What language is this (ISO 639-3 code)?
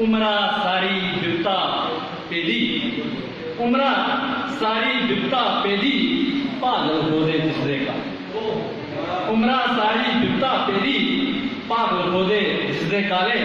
doi